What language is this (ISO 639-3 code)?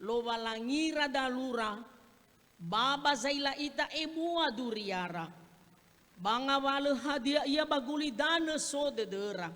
nia